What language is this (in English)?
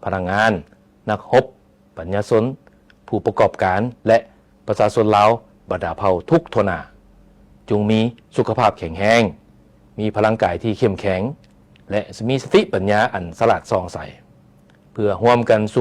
Lao